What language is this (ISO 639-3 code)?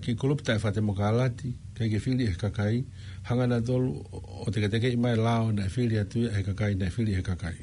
ton